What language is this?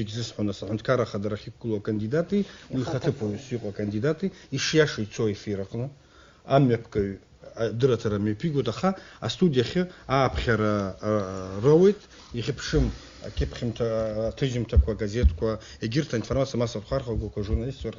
Abkhazian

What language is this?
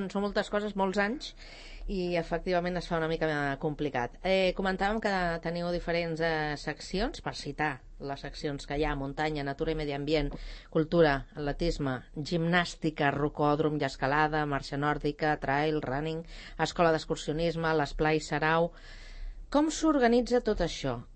Catalan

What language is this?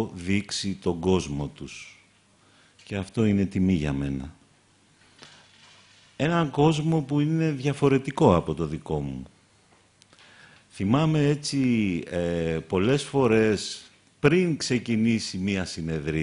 Greek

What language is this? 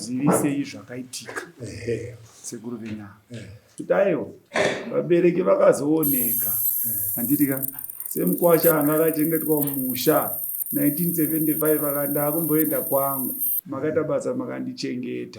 Shona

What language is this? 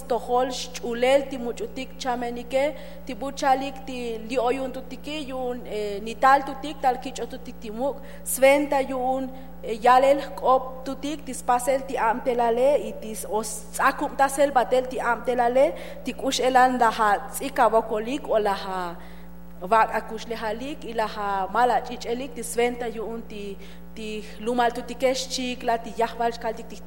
Tzotzil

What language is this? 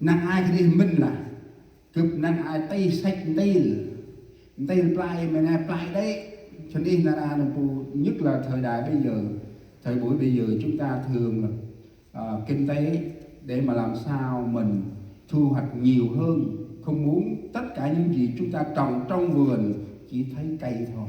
Central Mnong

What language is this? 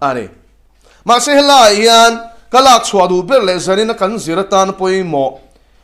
Mizo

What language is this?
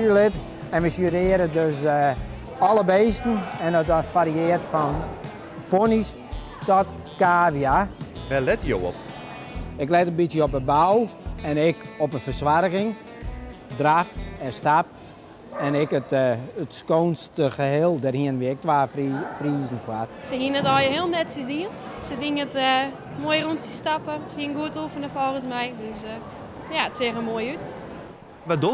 Western Frisian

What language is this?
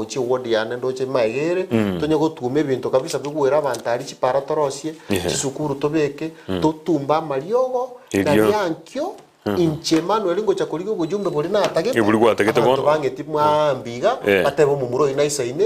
Gusii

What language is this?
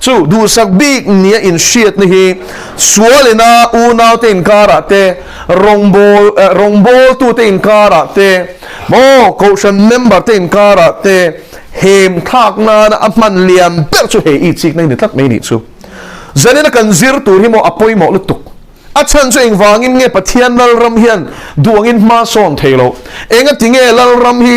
Mizo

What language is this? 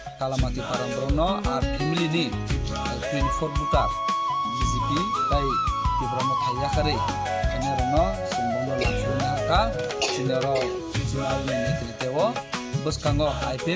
Kok Borok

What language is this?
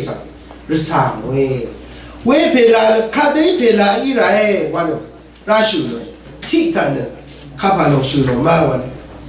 Rawang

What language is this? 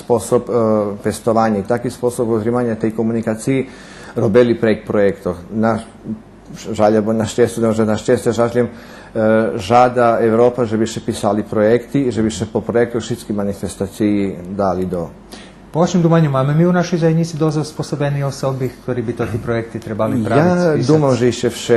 Rusyn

